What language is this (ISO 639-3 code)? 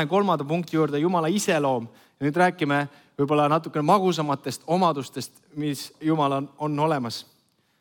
est